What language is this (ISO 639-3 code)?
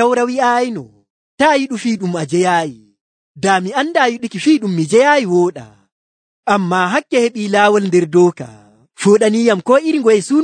fuv